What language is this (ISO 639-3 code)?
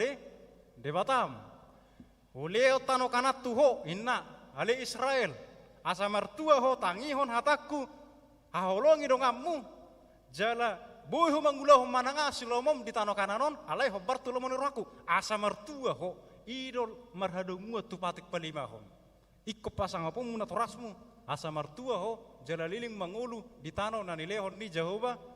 bbc